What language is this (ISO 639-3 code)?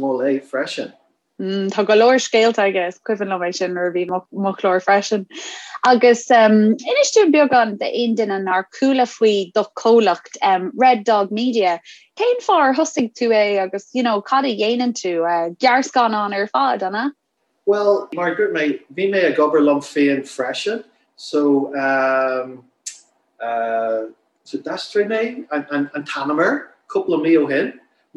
gle